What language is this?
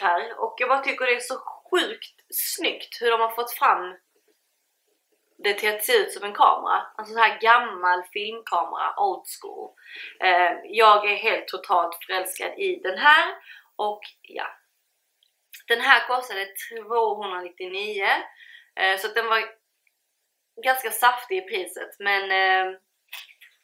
Swedish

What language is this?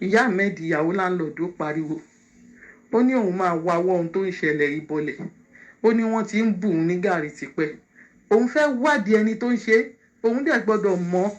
Yoruba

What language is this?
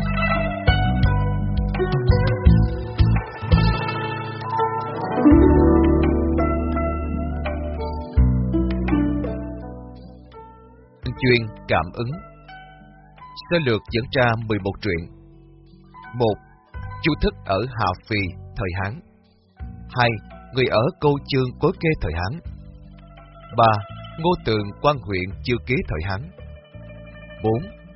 Vietnamese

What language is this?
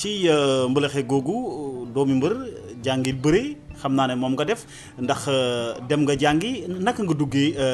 Wolof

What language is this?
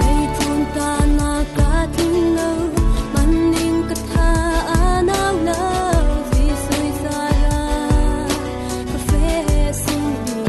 Falam Chin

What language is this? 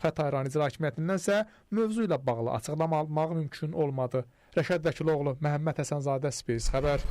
Azerbaijani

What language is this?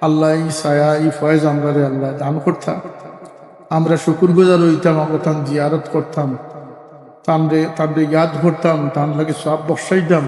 Sylheti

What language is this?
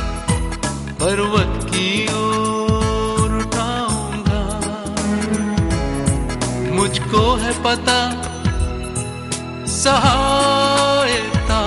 Hindi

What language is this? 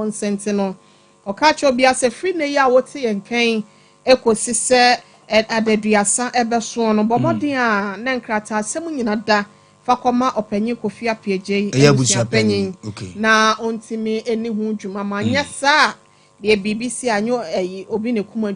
Akan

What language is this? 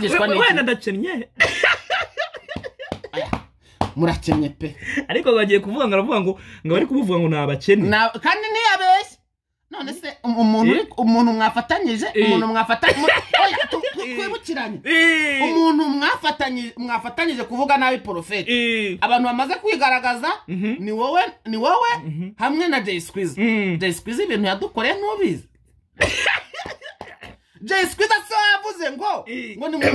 Kinyarwanda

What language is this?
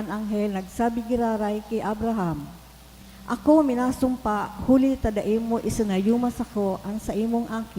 Bikol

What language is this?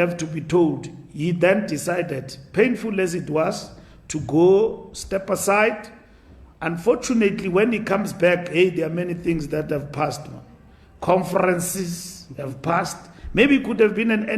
Tswana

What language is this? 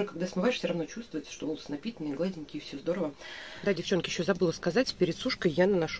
Russian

